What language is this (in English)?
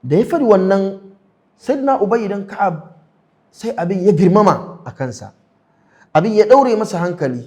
Hausa